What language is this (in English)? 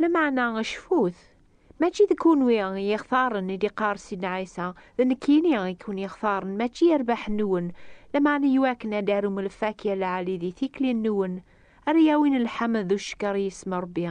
Kabyle